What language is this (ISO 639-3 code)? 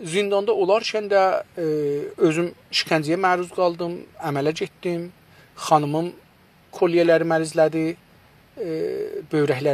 azb